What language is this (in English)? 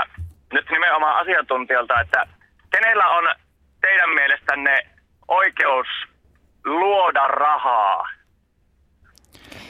Finnish